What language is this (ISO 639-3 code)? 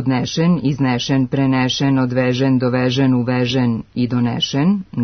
srp